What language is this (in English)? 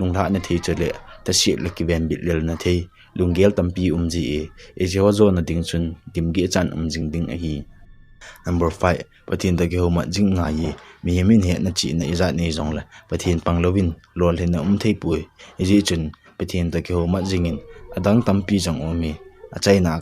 Thado Chin